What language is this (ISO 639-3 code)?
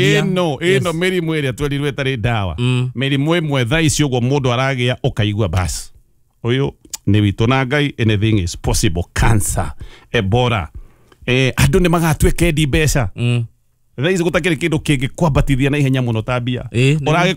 kik